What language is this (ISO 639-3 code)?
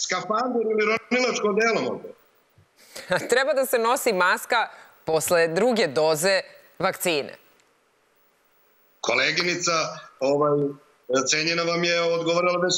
srp